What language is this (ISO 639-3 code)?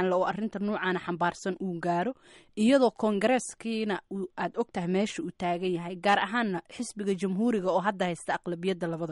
som